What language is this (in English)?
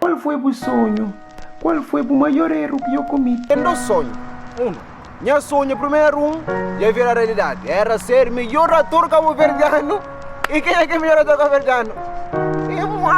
Kabuverdianu